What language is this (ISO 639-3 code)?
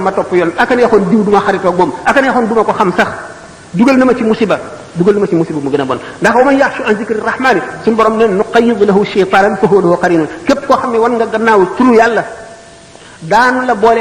wol